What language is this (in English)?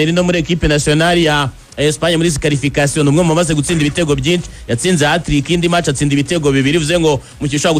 Kinyarwanda